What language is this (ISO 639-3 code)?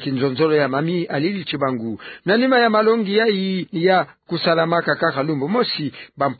ktu